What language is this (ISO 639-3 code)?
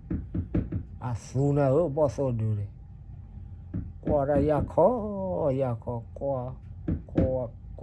ksw